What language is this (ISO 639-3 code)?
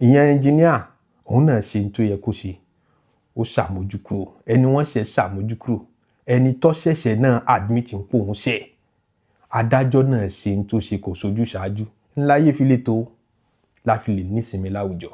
yor